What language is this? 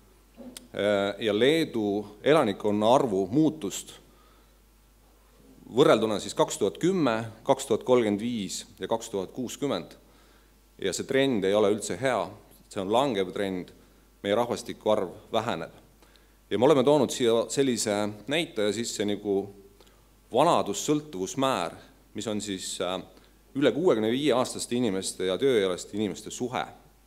Estonian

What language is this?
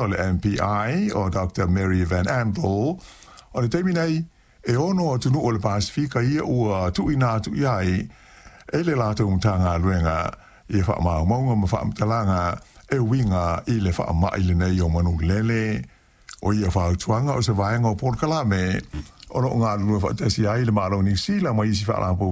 Samoan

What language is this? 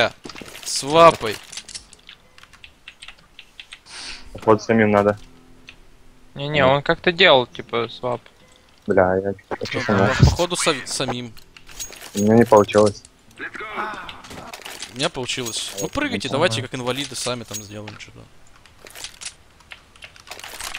Russian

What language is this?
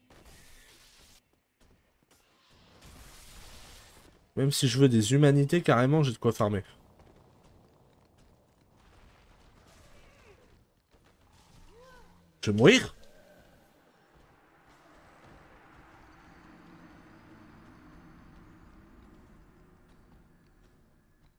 French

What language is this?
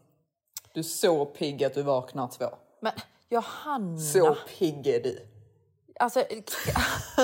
Swedish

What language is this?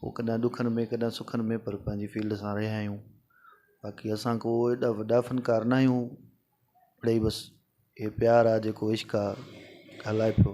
Sindhi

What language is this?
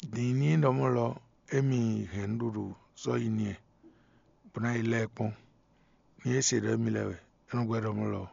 Fon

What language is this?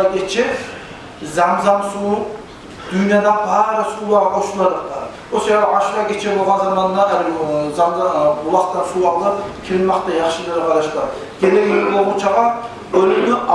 Kumyk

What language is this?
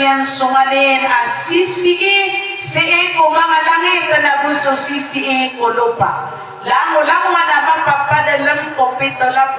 Maranao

